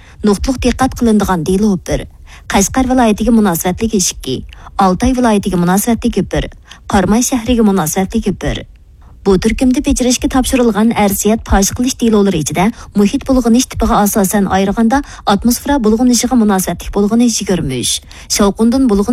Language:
Uyghur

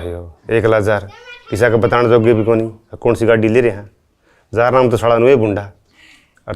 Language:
Haryanvi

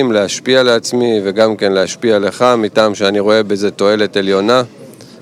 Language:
Hebrew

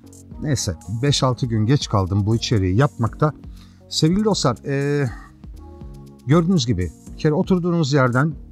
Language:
Turkish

